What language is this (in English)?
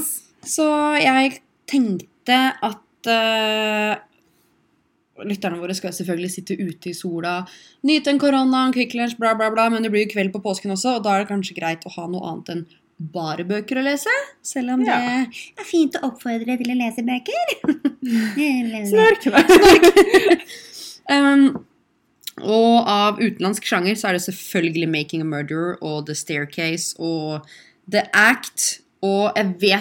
Norwegian